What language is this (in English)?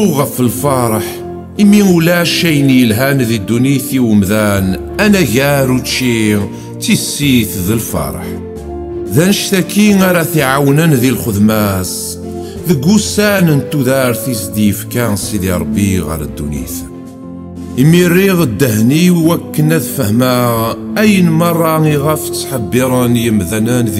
Kabyle